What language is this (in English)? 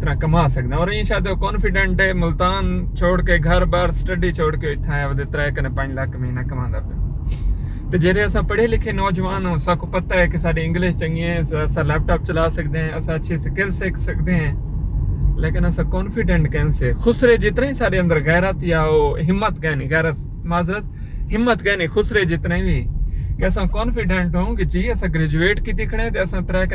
Saraiki